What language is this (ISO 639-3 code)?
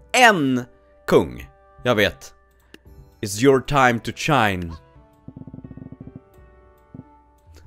swe